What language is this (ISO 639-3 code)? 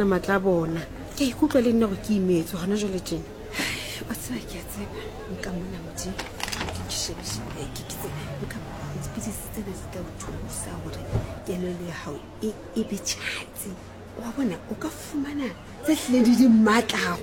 sot